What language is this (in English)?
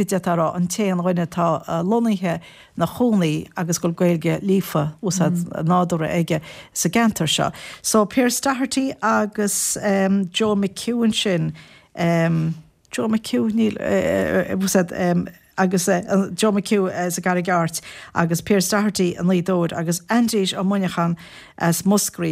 Irish